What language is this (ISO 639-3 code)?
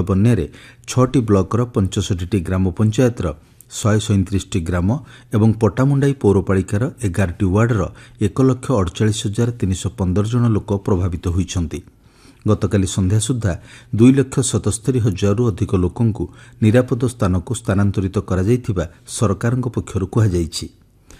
ori